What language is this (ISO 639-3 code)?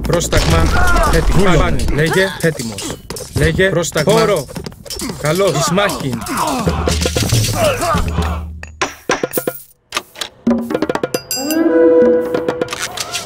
ell